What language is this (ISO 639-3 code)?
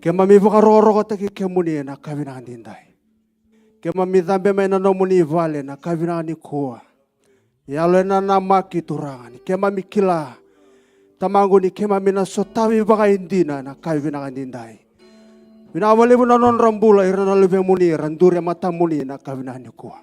fij